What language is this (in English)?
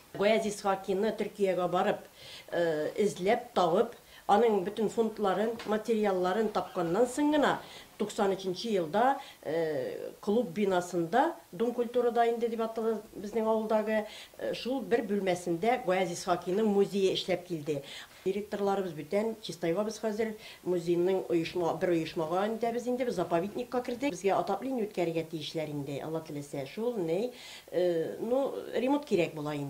Tatar